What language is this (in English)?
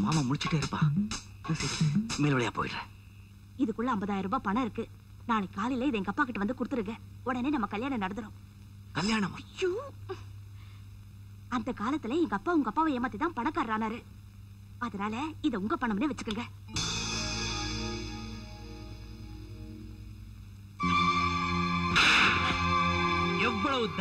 Tamil